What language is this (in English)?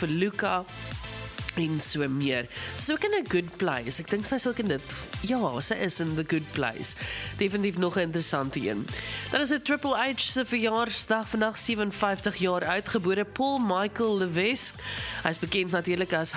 Afrikaans